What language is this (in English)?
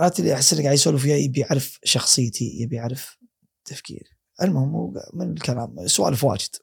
Gulf Arabic